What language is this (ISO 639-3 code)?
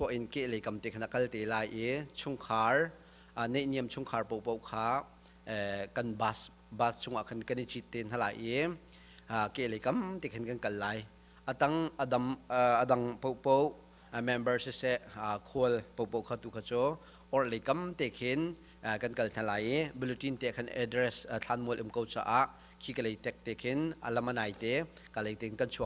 cnh